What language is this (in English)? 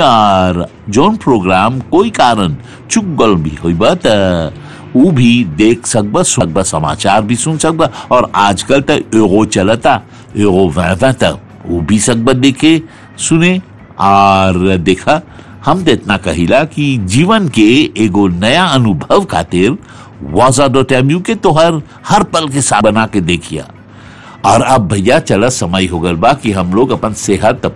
Bhojpuri